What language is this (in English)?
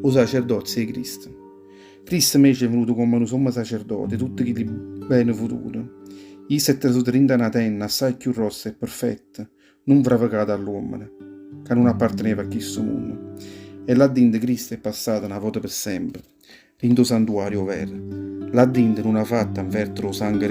Neapolitan